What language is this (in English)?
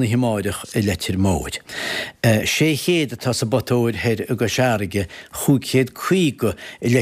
Irish